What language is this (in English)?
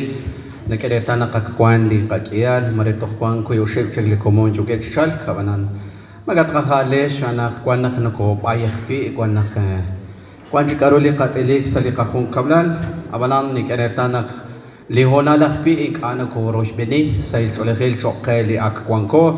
Kekchí